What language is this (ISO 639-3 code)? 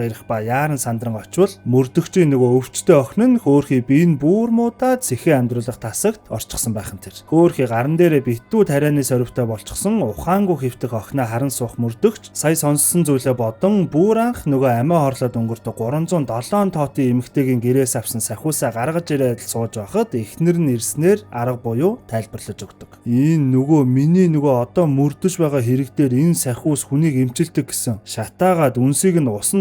mon